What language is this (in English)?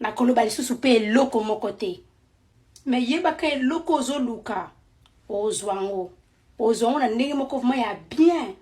Lingala